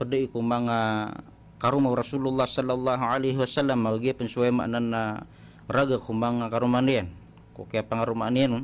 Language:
Maranao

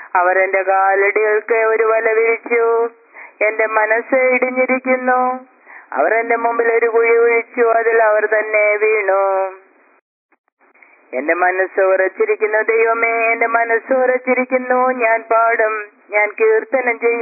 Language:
Malayalam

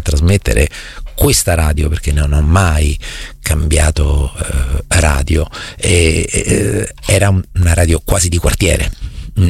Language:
Italian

